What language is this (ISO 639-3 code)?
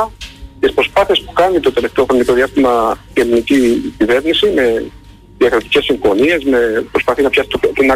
ell